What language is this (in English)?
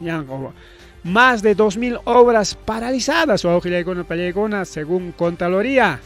Ayacucho Quechua